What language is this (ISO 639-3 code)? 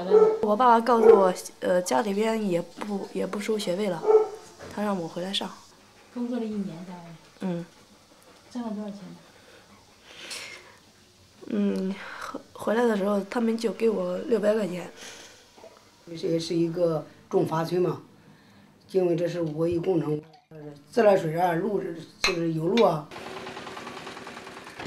zho